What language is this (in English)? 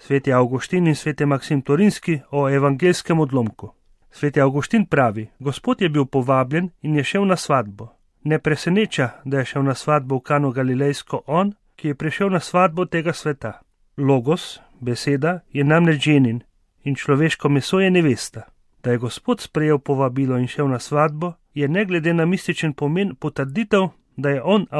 Slovenian